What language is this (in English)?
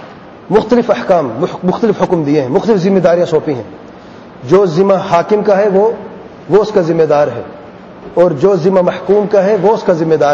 Urdu